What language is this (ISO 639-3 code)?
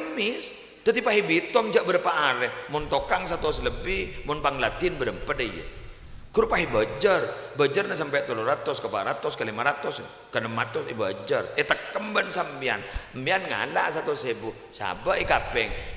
mad